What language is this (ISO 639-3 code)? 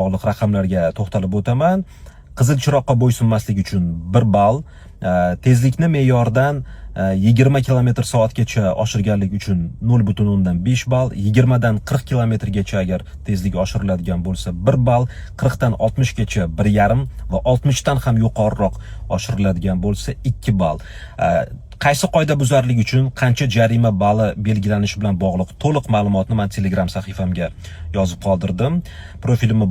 uzb